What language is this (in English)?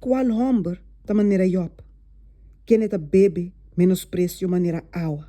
Papiamento